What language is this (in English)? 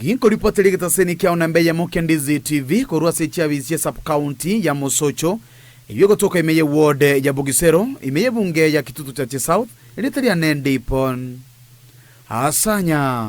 Gusii